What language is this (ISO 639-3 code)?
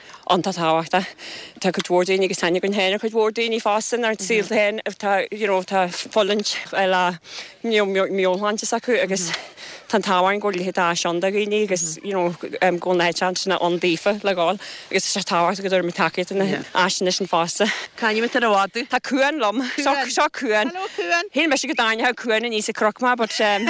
gle